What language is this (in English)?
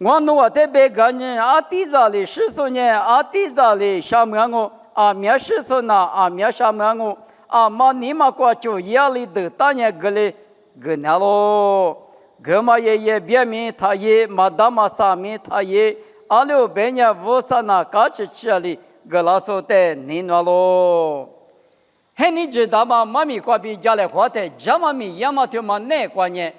Lisu